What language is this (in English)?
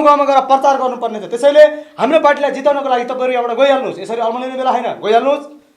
Nepali